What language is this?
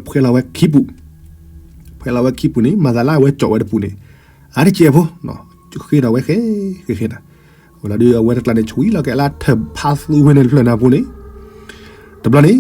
S'gaw Karen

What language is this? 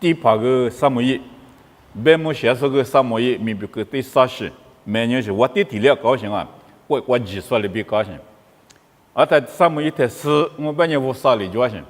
Lisu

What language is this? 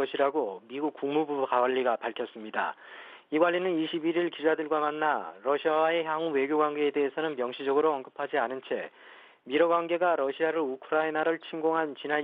Korean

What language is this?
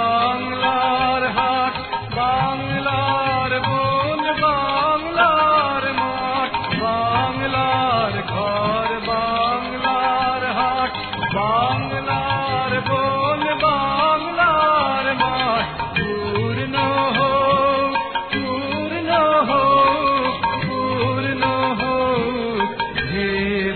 Bangla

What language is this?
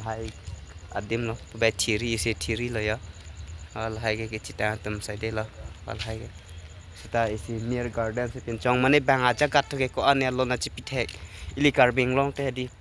Karbi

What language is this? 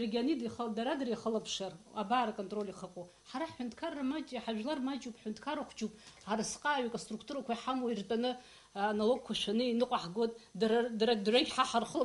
Abkhazian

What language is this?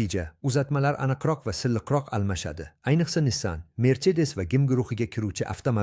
Uzbek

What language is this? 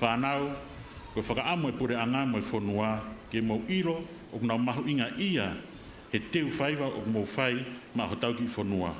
Tongan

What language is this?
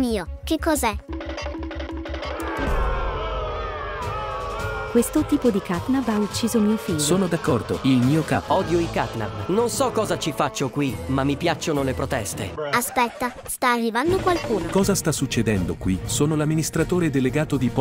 Italian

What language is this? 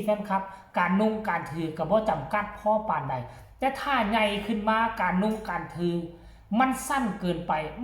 Lao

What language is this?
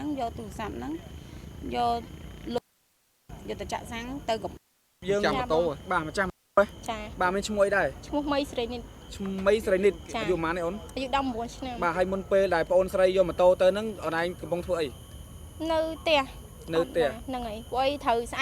Khmer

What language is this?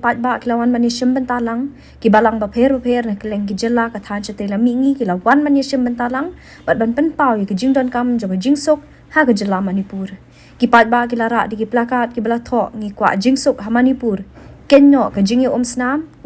Khasi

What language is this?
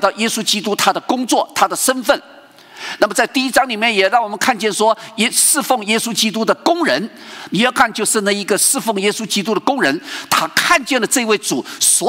Chinese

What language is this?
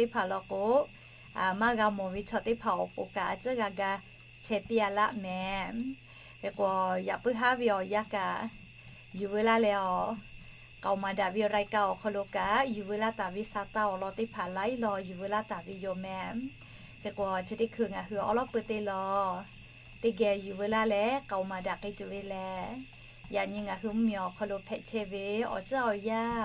Lahu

